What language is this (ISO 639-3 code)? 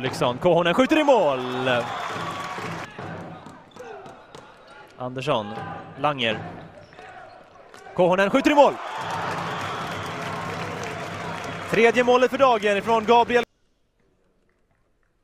swe